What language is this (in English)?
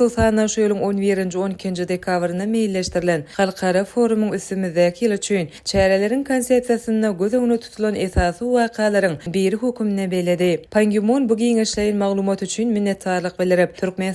Turkmen